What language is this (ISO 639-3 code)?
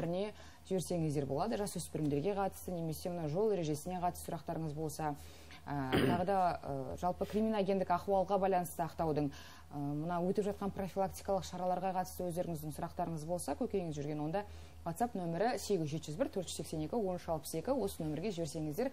kaz